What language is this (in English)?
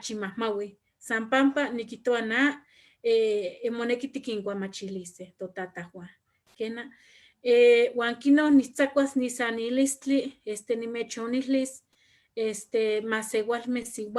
Eastern Huasteca Nahuatl